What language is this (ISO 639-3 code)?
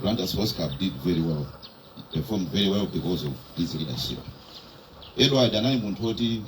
nya